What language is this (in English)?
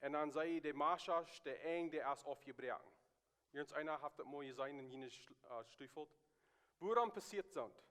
Plautdietsch